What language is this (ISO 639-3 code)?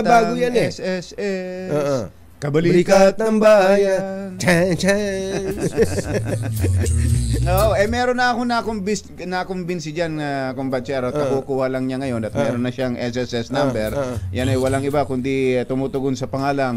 fil